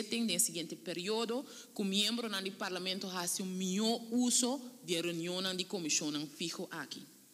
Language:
Papiamento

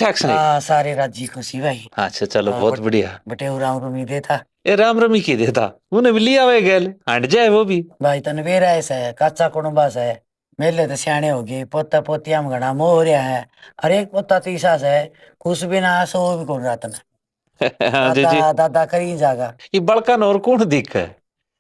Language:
Haryanvi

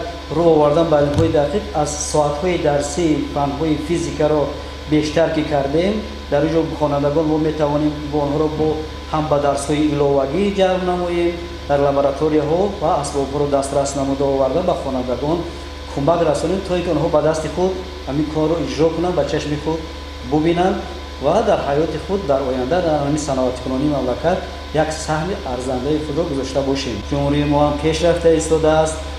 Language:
Tajik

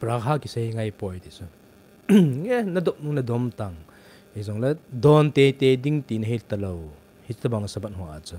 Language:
Thado Chin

